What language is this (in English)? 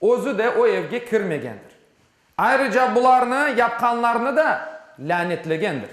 Crimean Tatar